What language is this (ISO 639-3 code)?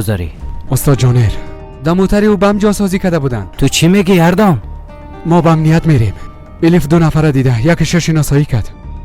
fas